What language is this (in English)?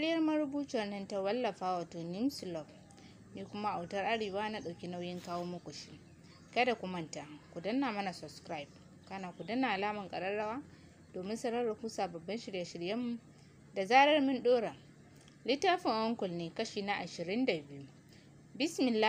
Hausa